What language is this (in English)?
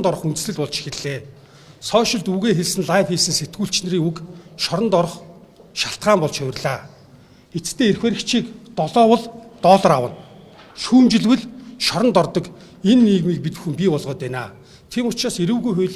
Mongolian